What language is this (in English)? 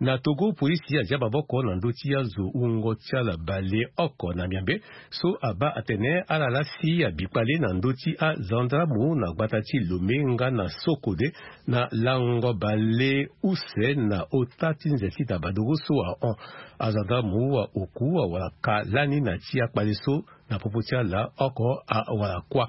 Sango